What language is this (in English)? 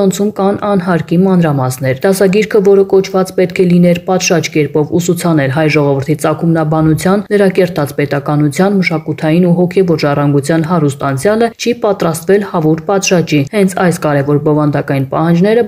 Armenian